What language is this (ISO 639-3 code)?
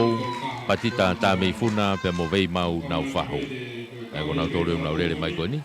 ton